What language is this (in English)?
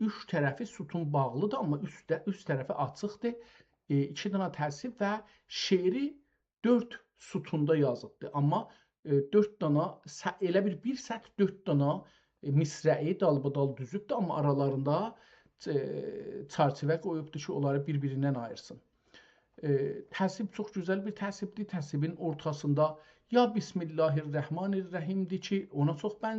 South Azerbaijani